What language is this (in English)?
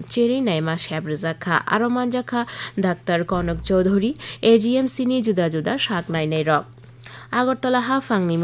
Kok Borok